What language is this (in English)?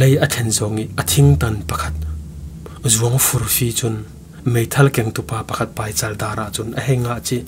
Falam Chin